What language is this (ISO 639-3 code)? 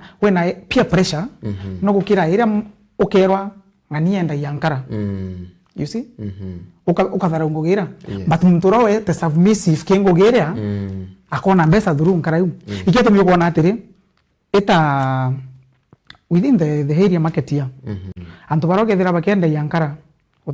mer